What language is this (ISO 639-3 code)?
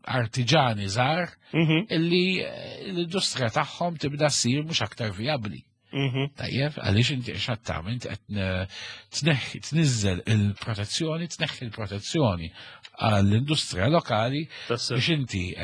mlt